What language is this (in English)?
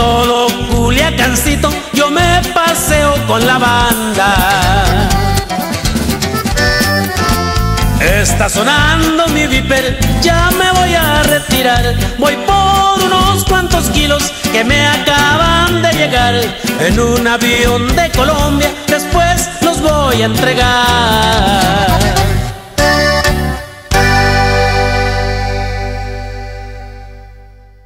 Spanish